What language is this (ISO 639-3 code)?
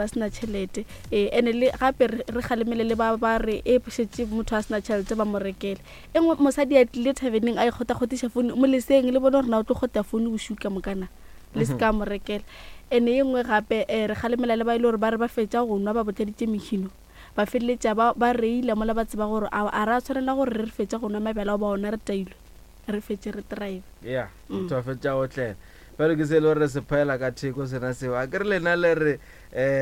nso